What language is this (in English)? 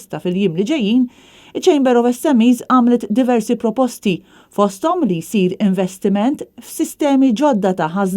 Maltese